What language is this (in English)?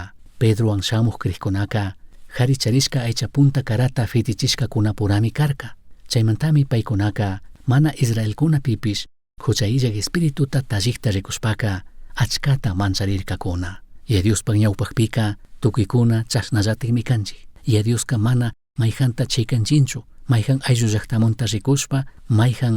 Chimborazo Highland Quichua